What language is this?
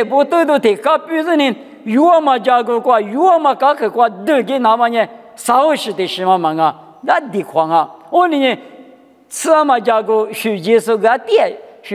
Lisu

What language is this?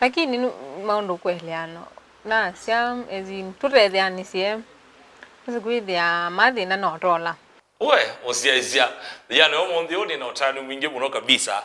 Kamba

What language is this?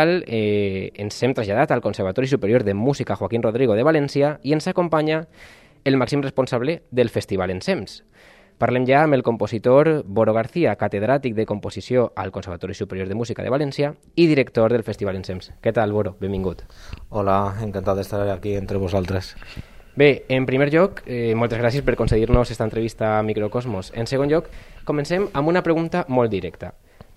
Catalan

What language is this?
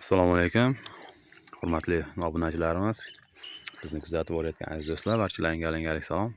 Uzbek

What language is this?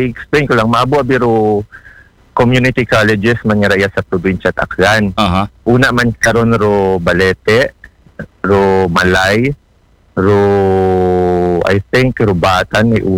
Aklanon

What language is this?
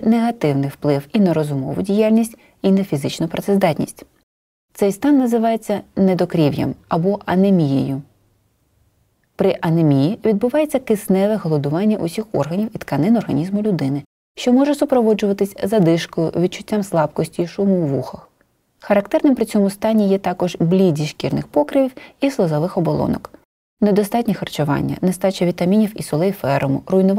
Ukrainian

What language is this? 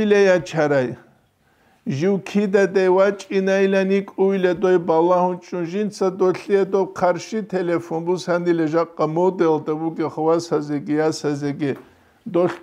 Avaric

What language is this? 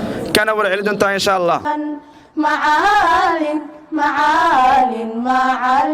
Somali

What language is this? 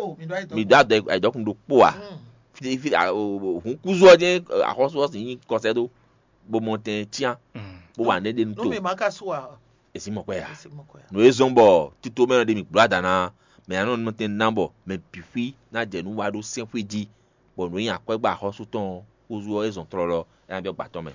Fon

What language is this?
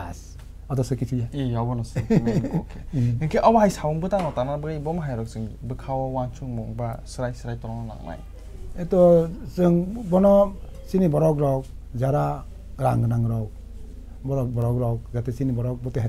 Kok Borok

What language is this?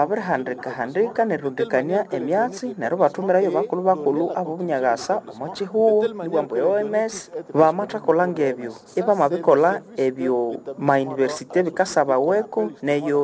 Nande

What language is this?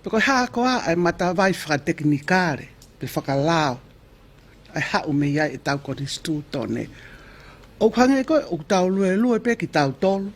Tongan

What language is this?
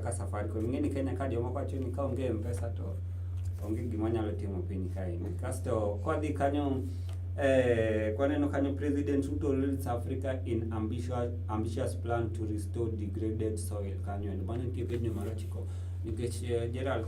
Luo (Kenya and Tanzania)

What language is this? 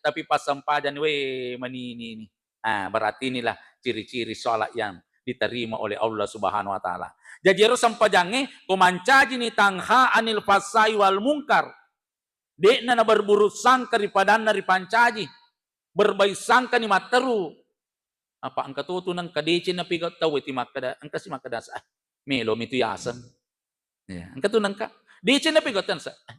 Buginese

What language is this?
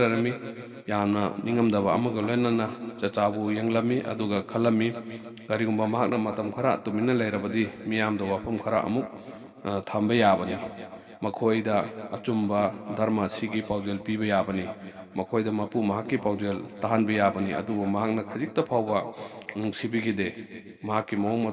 Manipuri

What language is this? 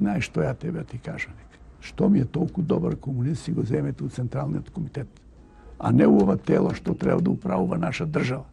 Macedonian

